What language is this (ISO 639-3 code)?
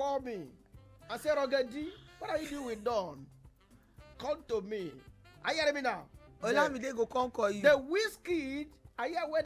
pcm